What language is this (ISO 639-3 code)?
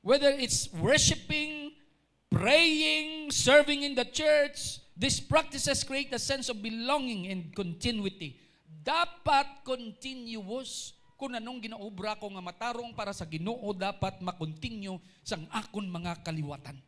hil